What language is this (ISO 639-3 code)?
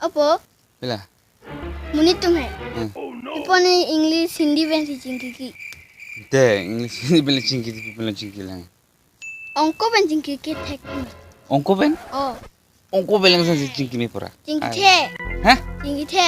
mjw